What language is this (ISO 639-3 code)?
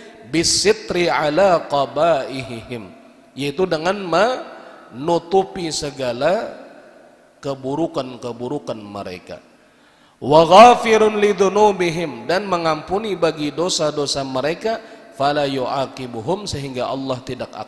bjn